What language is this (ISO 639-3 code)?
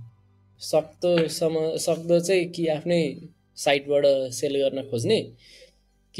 nep